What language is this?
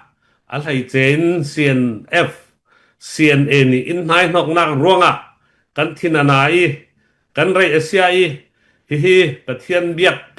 Falam Chin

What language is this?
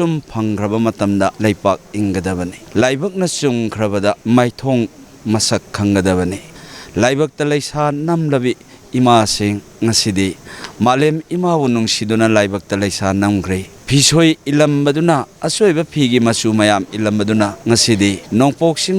Manipuri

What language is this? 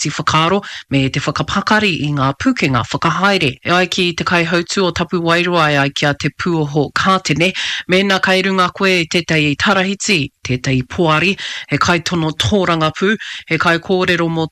Māori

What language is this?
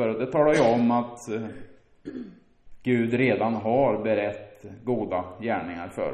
Swedish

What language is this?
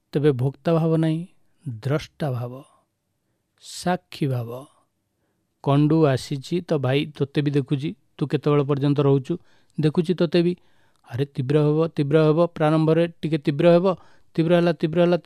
Odia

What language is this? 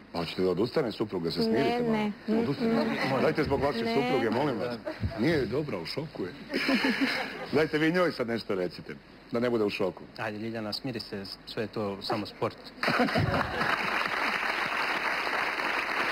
Croatian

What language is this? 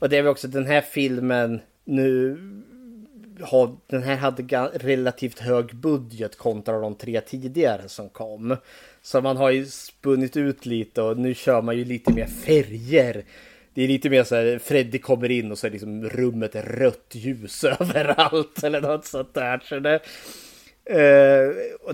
Swedish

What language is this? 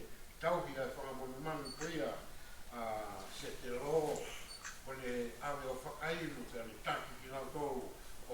Tongan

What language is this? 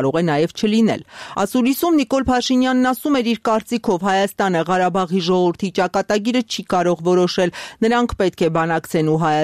Armenian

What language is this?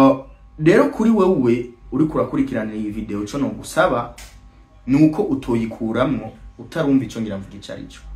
Rundi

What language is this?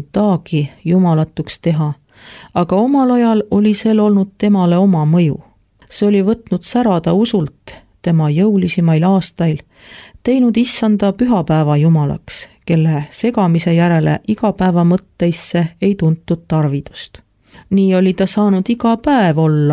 Estonian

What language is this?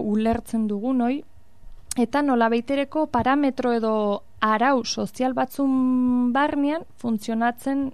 Basque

